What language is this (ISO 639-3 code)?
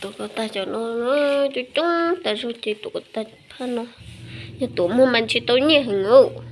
hmn